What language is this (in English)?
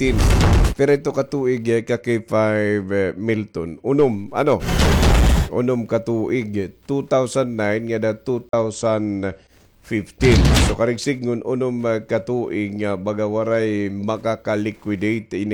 Waray